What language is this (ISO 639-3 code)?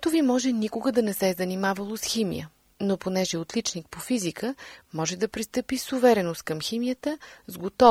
bul